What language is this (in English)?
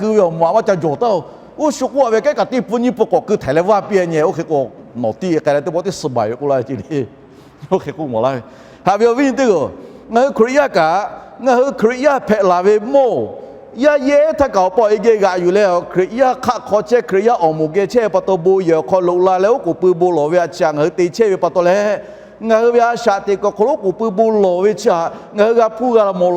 Lahu